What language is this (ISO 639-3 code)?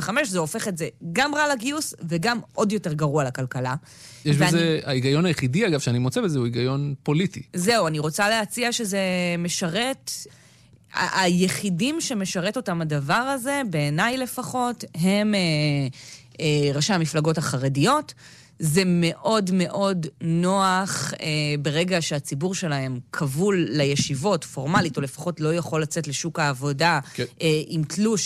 heb